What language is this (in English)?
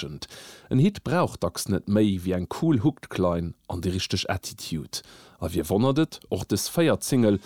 Luxembourgish